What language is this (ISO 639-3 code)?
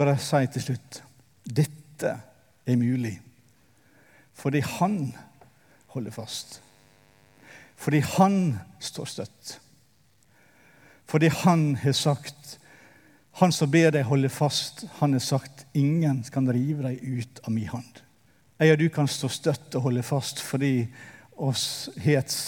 nor